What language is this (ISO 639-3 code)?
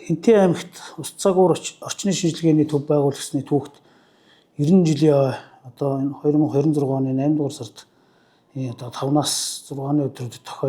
mon